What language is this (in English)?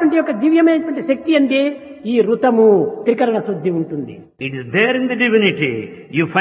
Telugu